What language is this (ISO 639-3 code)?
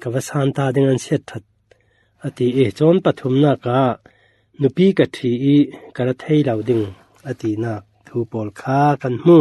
cfm